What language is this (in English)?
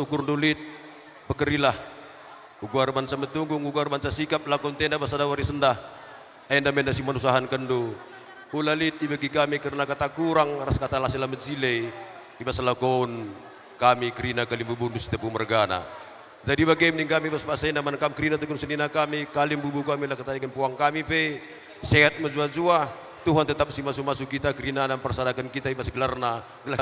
Batak Karo